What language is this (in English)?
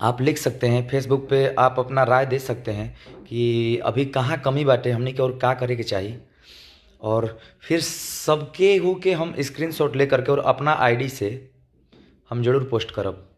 Bhojpuri